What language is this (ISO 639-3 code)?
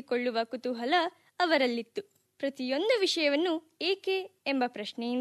kan